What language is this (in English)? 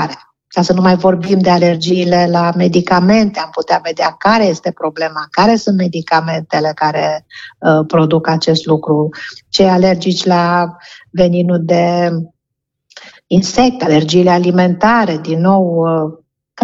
Romanian